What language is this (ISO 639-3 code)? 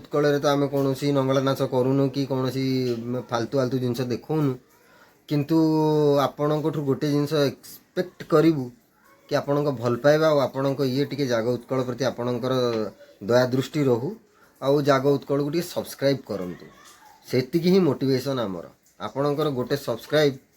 ori